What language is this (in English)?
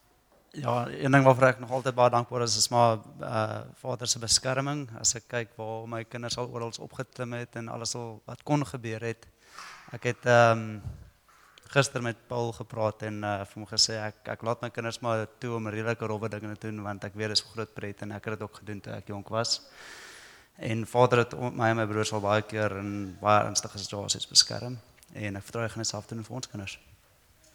Afrikaans